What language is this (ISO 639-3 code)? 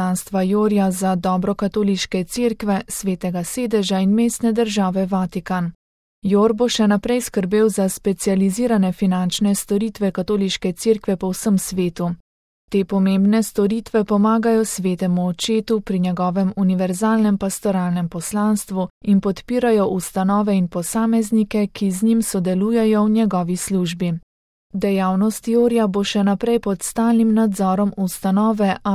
slv